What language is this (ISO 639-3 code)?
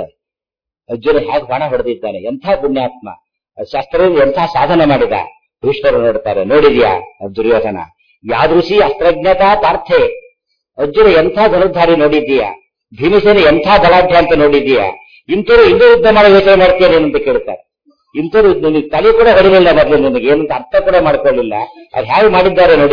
kan